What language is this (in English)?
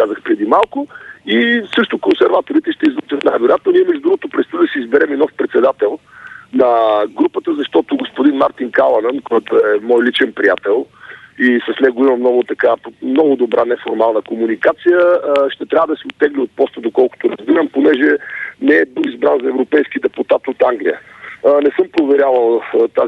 Bulgarian